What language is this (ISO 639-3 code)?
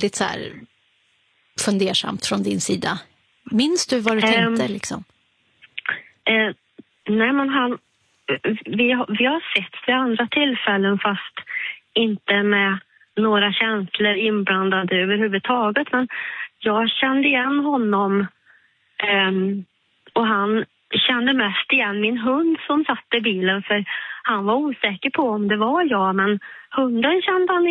swe